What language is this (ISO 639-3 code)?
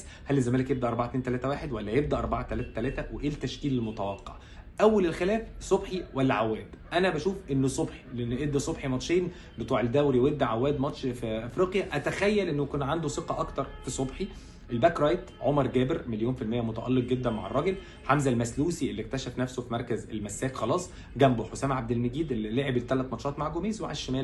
arz